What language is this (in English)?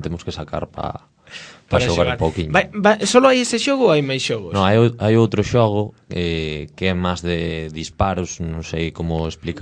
Galician